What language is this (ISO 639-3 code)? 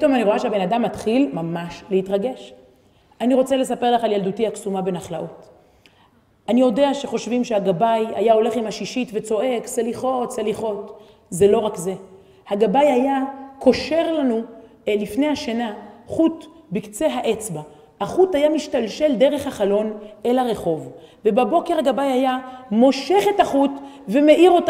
heb